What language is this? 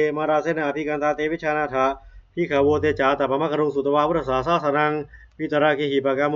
Pali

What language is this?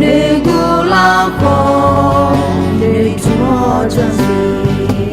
Akha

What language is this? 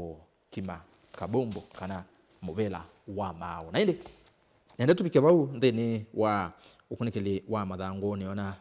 Kamba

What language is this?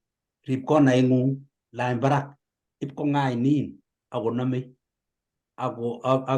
Kalenjin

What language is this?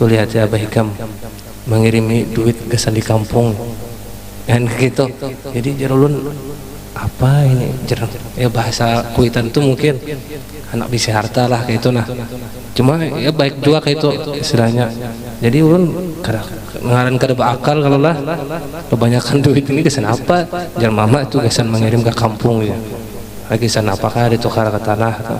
Banjar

